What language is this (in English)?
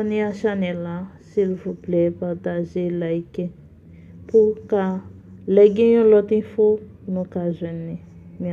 Haitian Creole